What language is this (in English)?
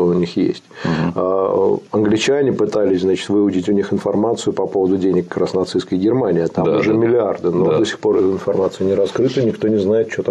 Russian